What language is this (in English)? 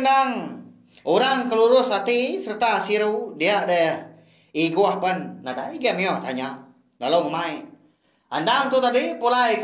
Iban